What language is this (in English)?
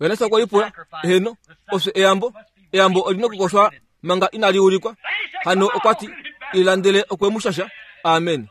Kuanyama